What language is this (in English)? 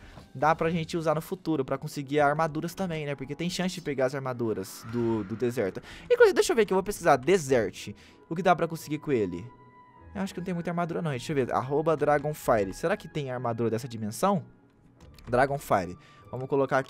Portuguese